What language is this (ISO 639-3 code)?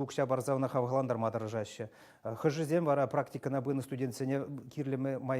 chv